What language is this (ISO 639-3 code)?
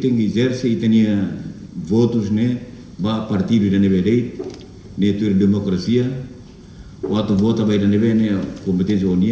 tet